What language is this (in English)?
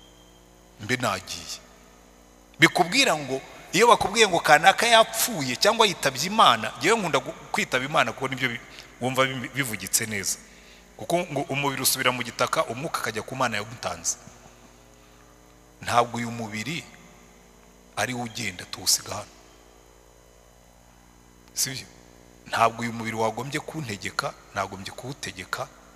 Kinyarwanda